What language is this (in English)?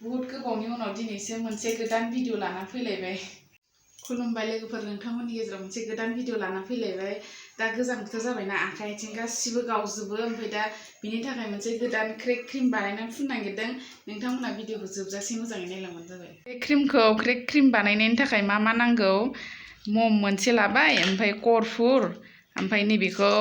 Bodo